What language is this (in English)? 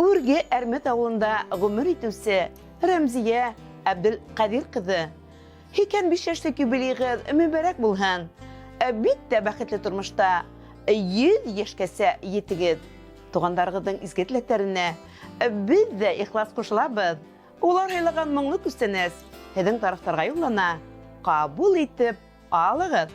Bashkir